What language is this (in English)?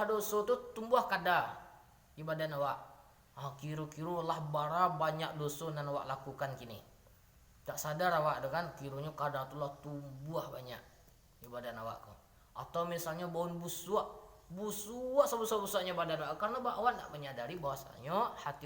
Minangkabau